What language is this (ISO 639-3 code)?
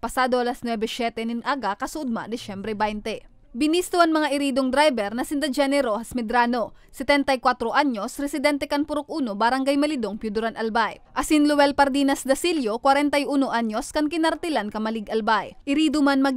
bik